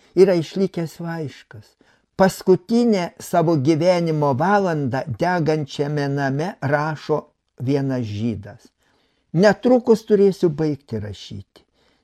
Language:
Lithuanian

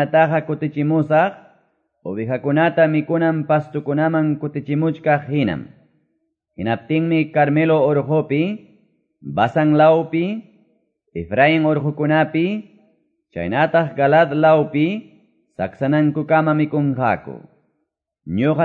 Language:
Quechua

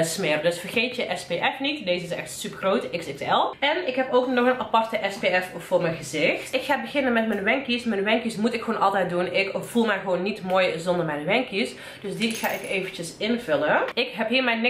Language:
Dutch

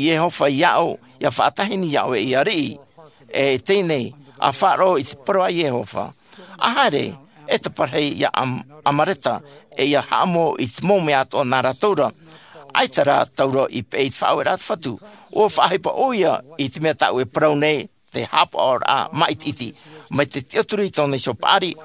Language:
Tahitian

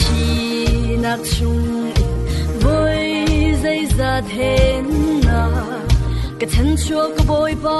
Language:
Falam Chin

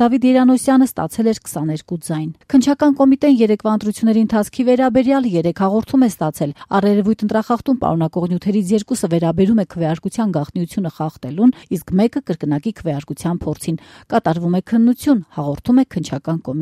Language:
Armenian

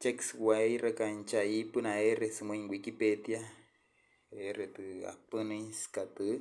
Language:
Wayuu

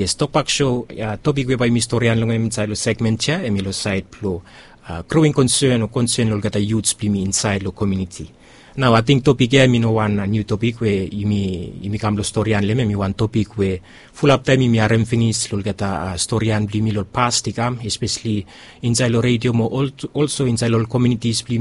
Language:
Bislama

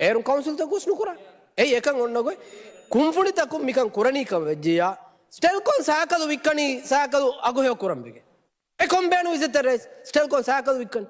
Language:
Divehi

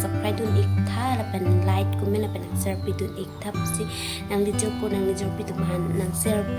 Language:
Karbi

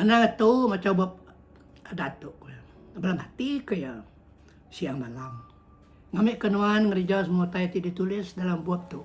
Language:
Iban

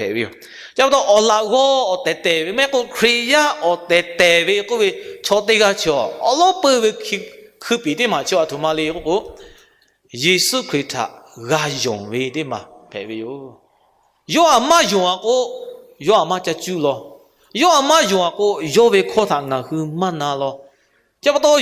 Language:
Lahu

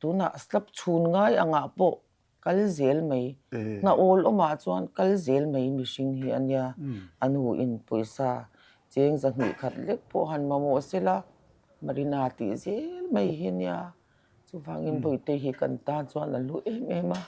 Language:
Mizo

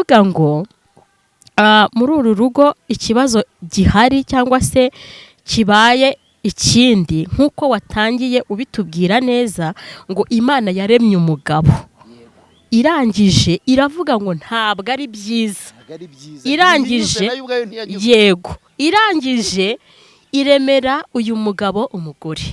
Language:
Kinyarwanda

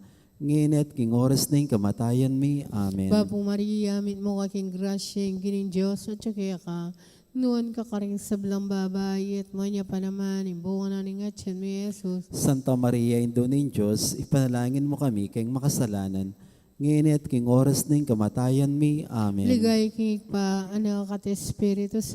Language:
Pampanga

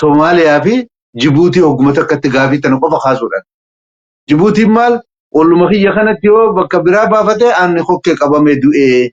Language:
Oromo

